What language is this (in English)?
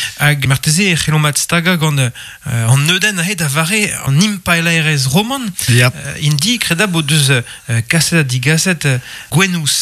Breton